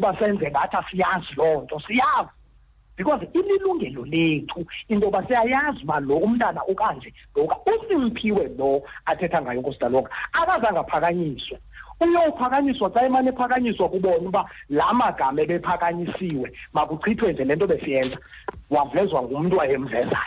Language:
Xhosa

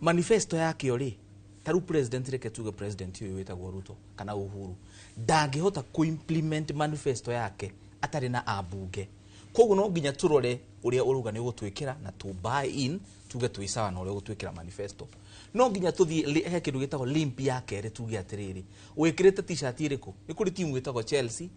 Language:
Kikuyu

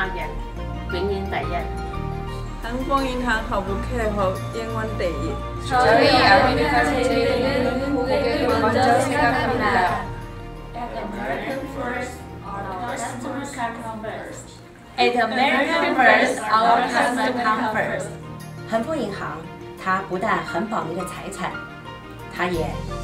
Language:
Chinese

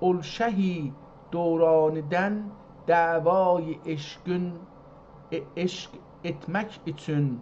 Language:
South Azerbaijani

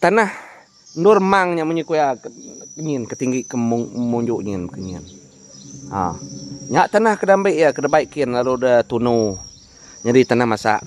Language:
Iban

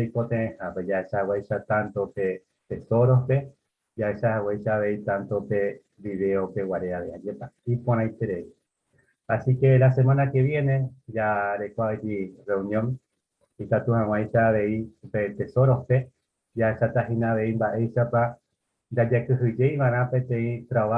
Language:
Guarani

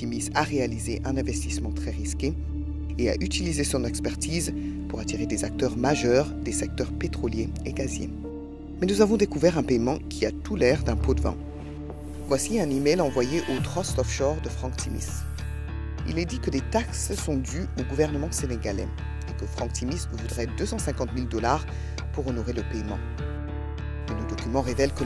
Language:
French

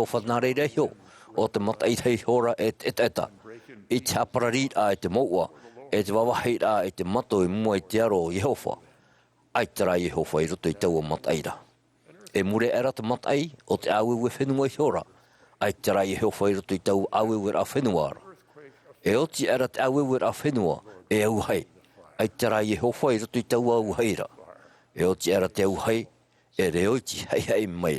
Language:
Tahitian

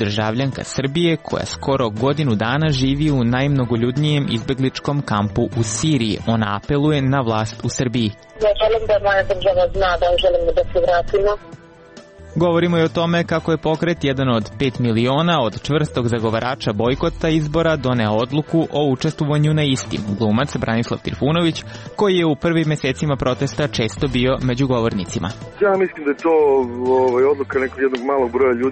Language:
Serbian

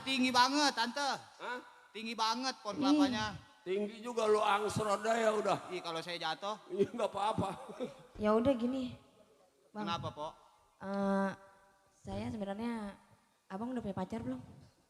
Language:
Betawi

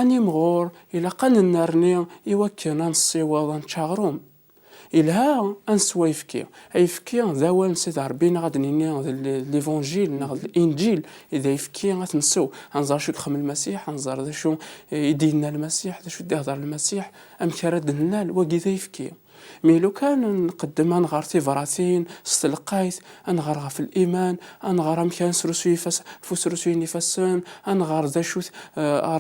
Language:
Kabyle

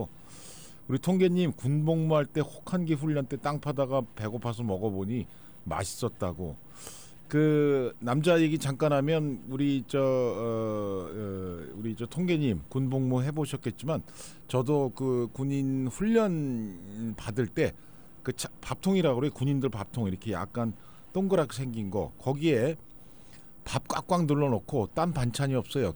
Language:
Korean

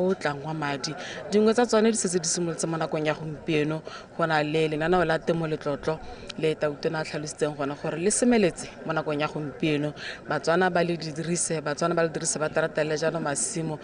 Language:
Tswana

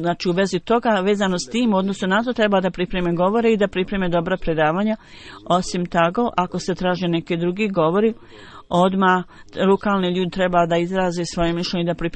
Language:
Bosnian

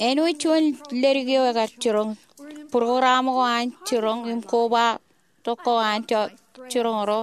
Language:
Marshallese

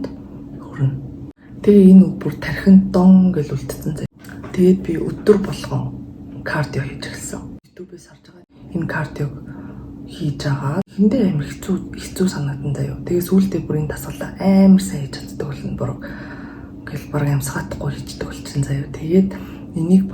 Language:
Mongolian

